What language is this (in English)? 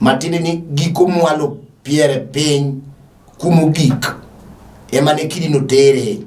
Luo (Kenya and Tanzania)